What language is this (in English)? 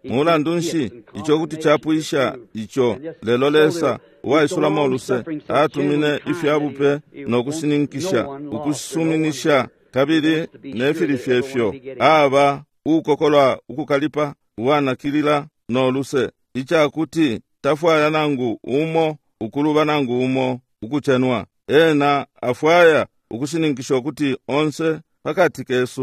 Bemba